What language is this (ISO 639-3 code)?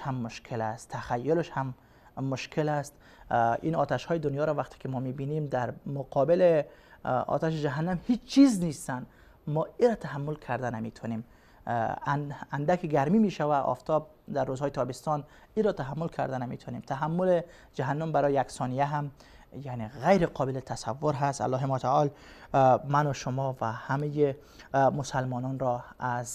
fas